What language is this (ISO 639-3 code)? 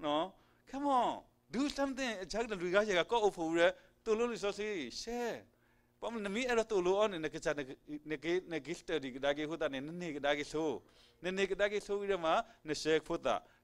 ksw